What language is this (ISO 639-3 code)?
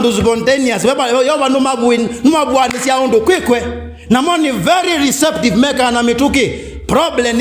kam